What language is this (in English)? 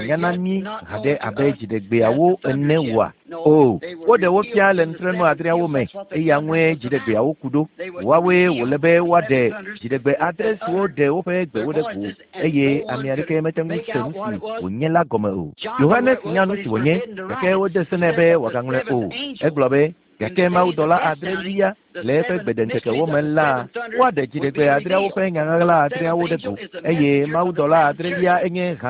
Ewe